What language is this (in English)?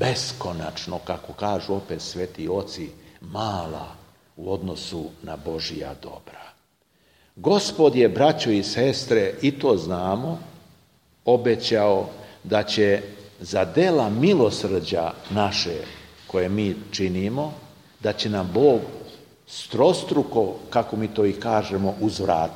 Serbian